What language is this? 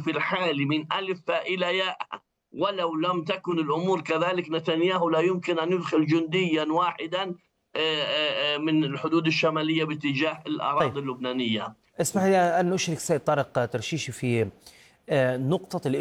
Arabic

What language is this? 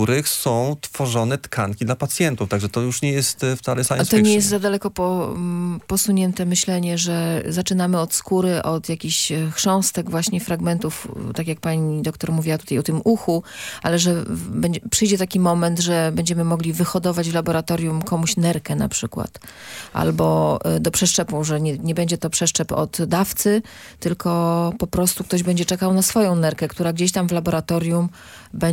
Polish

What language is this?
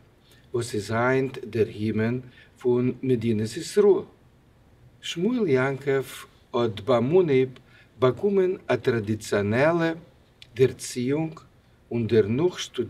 Yiddish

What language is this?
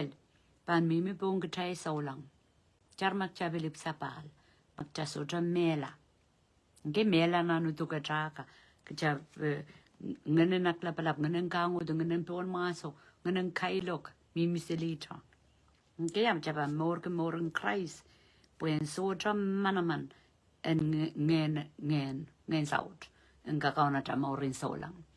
Pohnpeian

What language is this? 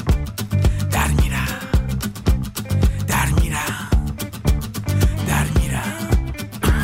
Persian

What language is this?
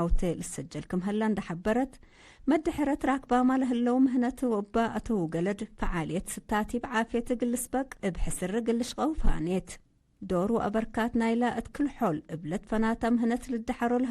Tigre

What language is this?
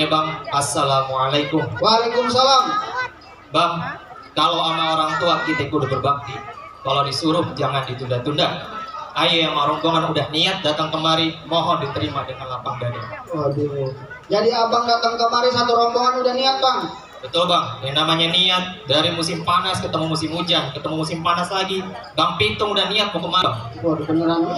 Betawi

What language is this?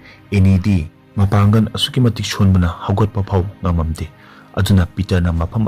Manipuri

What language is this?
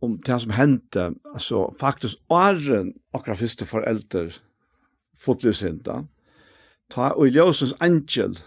Faroese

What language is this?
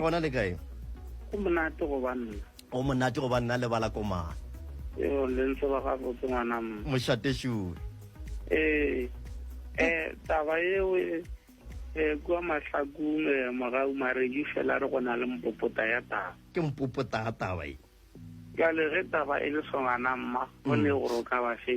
Northern Sotho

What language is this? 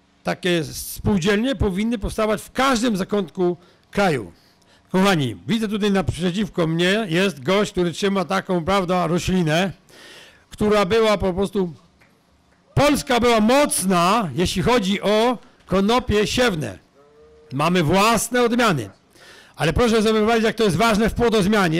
Polish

